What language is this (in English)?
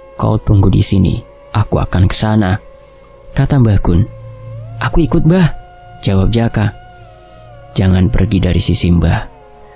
Indonesian